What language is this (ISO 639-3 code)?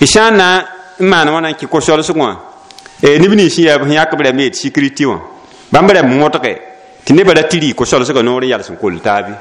mos